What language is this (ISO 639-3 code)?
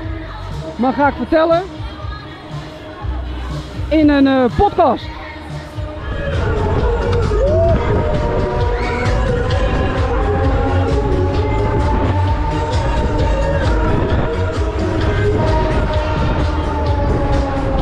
nld